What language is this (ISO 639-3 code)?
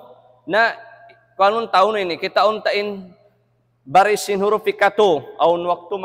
tsg